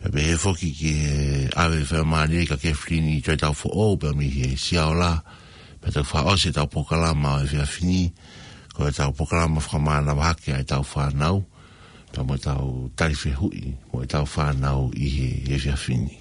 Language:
Tongan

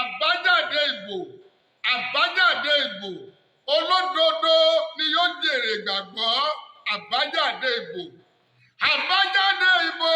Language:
Yoruba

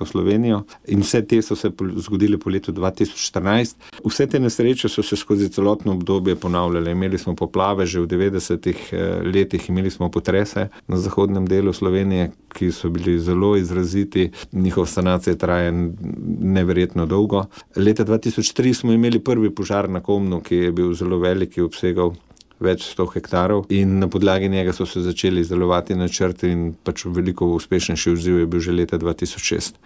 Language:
Slovenian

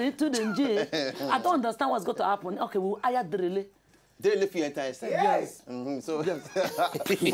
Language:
Nigerian Pidgin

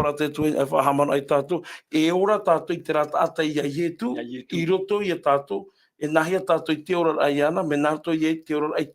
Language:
Tahitian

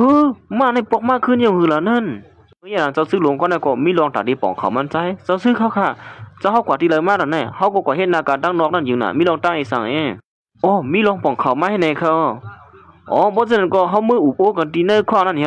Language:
Shan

